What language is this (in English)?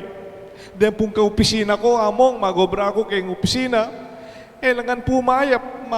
Pampanga